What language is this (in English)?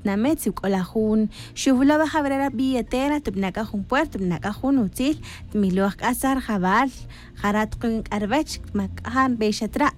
Tz'utujil